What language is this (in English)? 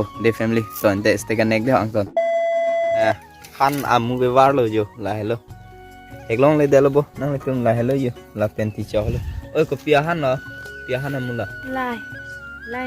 Karbi